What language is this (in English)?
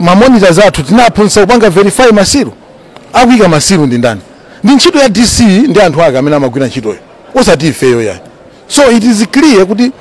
Nyanja